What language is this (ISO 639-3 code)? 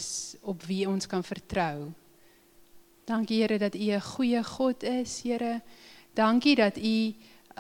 afr